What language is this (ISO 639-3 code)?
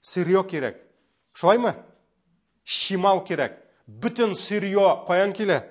tat